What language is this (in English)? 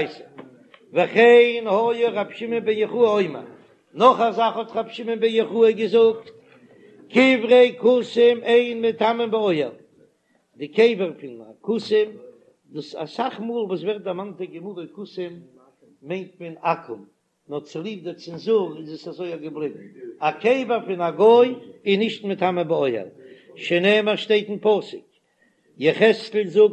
Yiddish